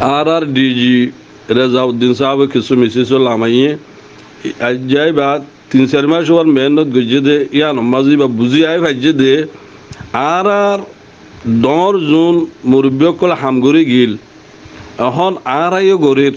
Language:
Rohingya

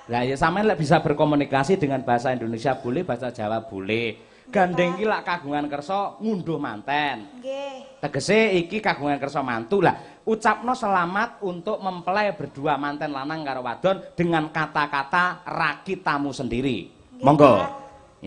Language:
Javanese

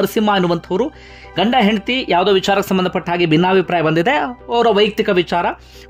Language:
Kannada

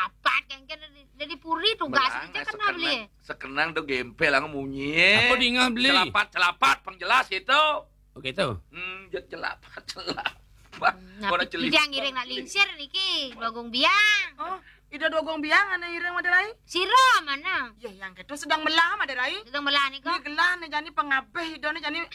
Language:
Balinese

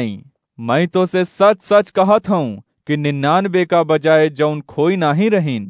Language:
Awadhi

